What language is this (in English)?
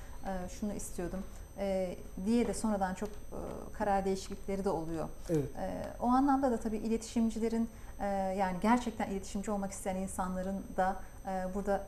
Turkish